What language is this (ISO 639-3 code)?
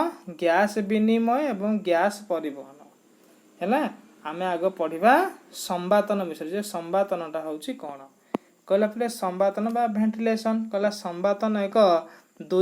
ori